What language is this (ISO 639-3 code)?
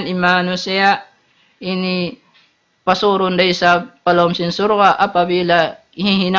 tsg